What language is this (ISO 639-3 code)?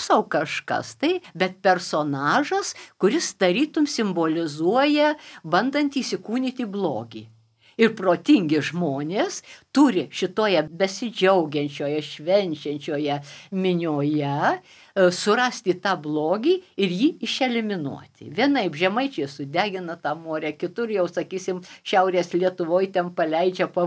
lit